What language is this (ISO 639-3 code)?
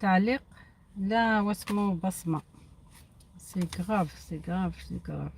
arq